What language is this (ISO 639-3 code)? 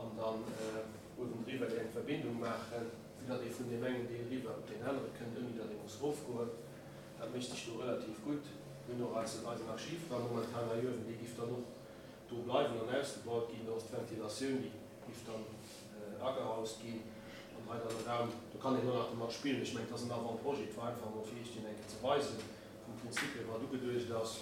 ltz